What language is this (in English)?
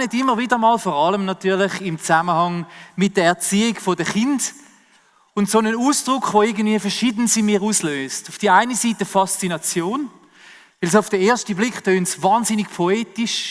Swiss German